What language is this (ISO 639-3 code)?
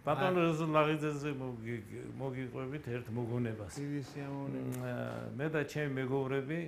kat